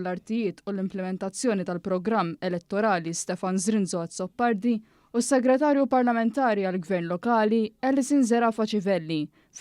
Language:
Maltese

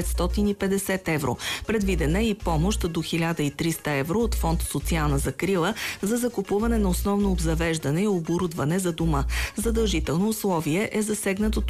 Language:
Bulgarian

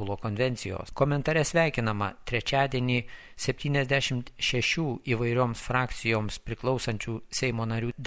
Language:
Lithuanian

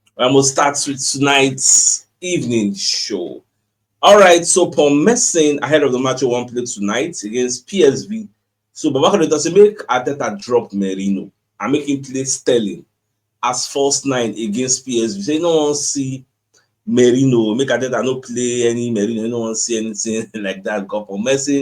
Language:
Nigerian Pidgin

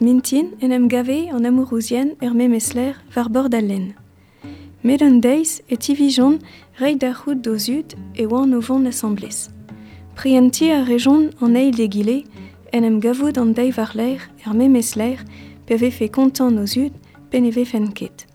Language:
Breton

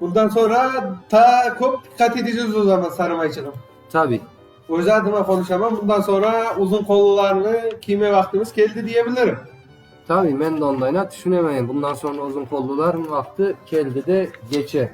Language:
Crimean Tatar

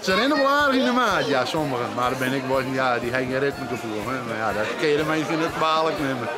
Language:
Western Frisian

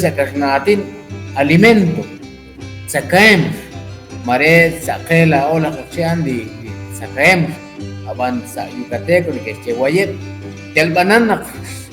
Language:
Kekchí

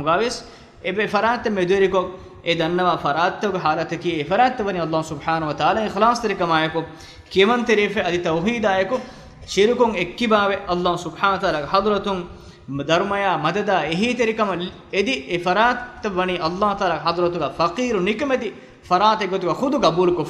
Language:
Divehi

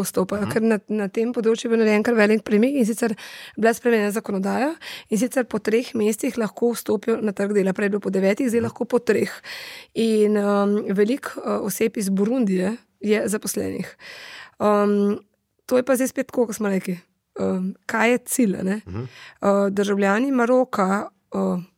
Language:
Slovenian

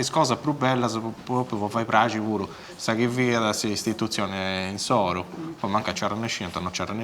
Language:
Sardinian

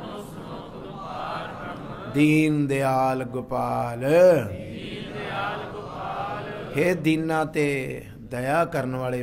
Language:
Punjabi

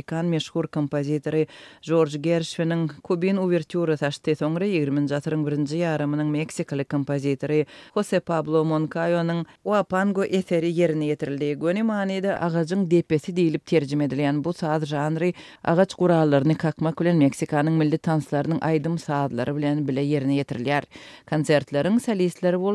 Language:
Turkmen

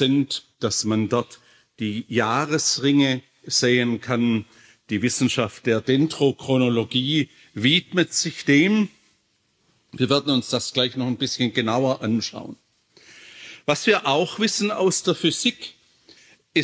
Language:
German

